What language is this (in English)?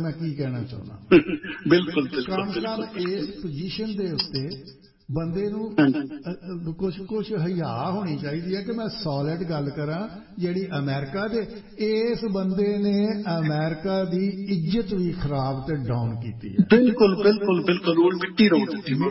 Punjabi